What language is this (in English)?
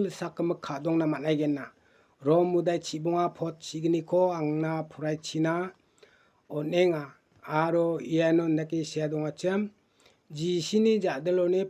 Garo